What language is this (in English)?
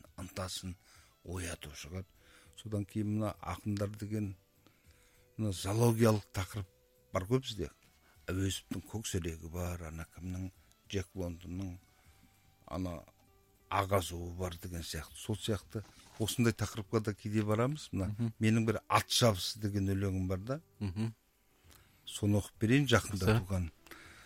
Kazakh